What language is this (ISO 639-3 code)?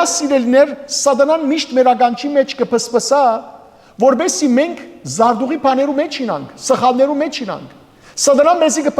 hyw